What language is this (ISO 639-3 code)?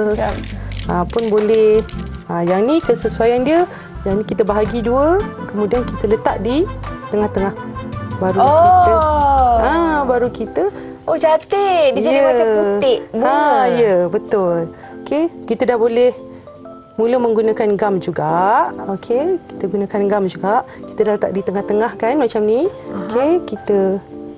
msa